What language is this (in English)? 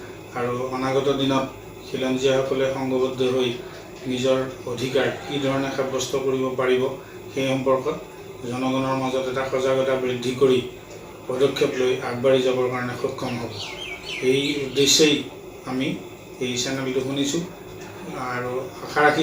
Assamese